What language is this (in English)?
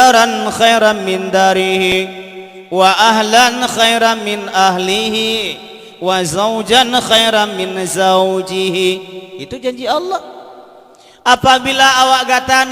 Achinese